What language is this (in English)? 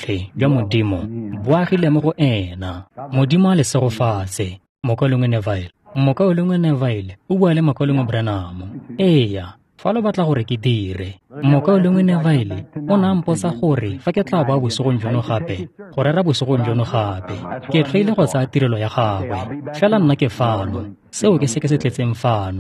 Tswana